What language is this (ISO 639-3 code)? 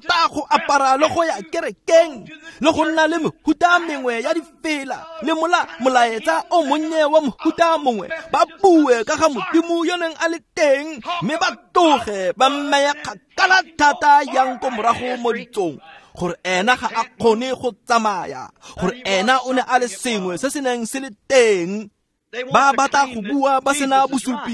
tsn